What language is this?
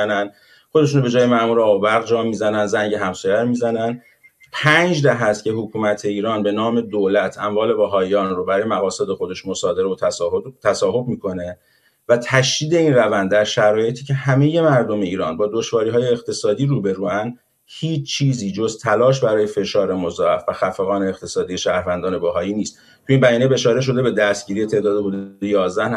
Persian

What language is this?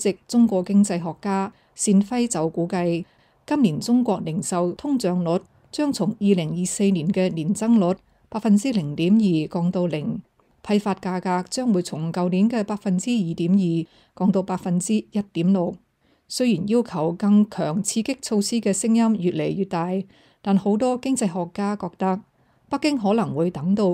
Cantonese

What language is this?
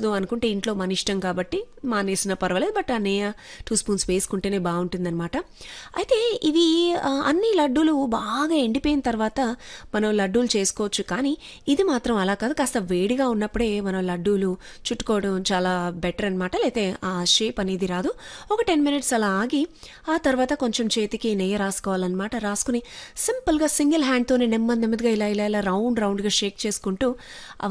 Telugu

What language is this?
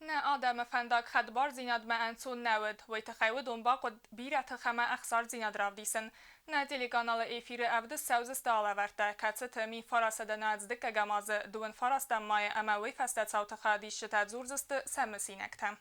Ossetic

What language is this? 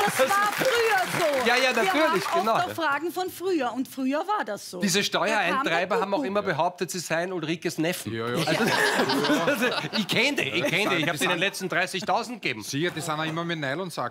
German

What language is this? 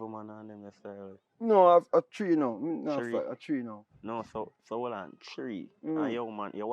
Jamaican Creole English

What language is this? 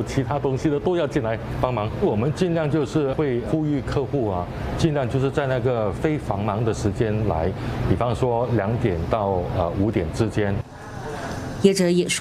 Chinese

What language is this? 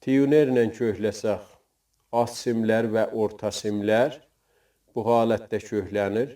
South Azerbaijani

